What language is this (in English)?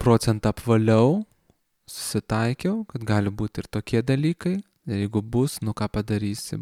Lithuanian